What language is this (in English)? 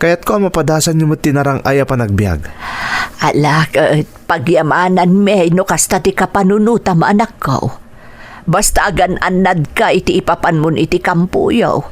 Iloko